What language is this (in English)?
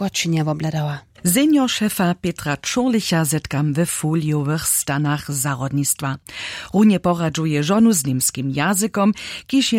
Upper Sorbian